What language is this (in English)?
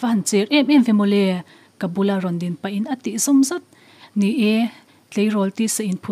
Mizo